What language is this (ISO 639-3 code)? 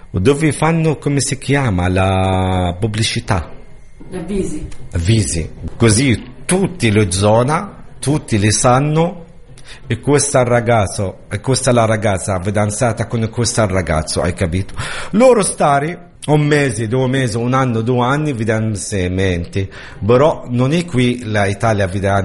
ita